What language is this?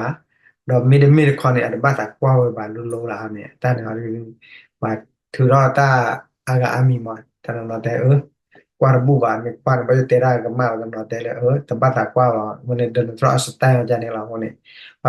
S'gaw Karen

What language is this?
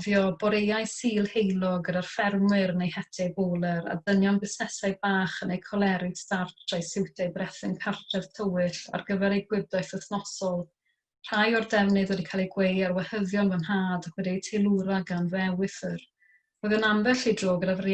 Welsh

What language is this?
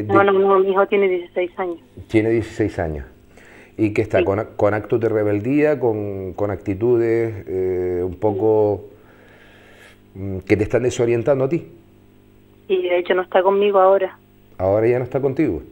Spanish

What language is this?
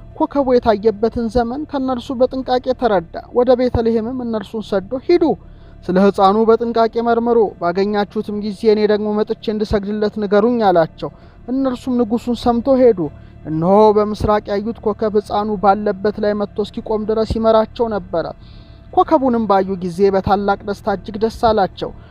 Amharic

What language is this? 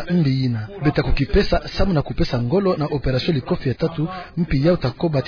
Kituba (Democratic Republic of Congo)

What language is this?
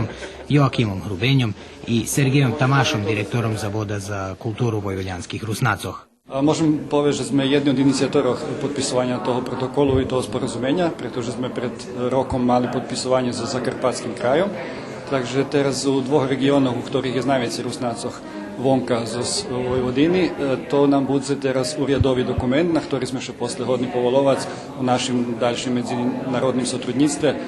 Rusyn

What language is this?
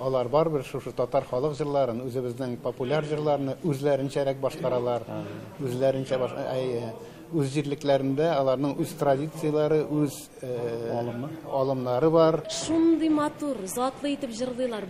Tatar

